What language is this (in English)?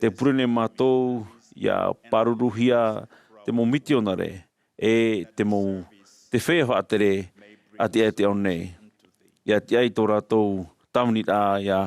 Tahitian